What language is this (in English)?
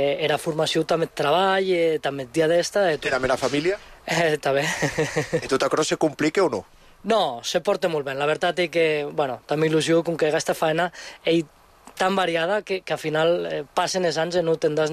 Catalan